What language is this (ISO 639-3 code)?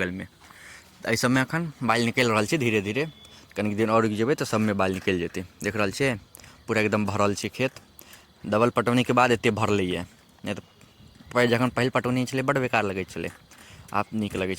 mai